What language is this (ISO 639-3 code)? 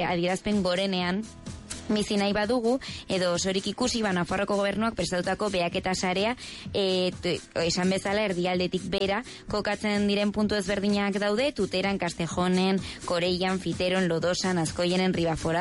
eus